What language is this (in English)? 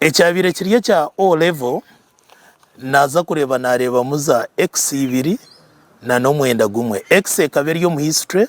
Nyankole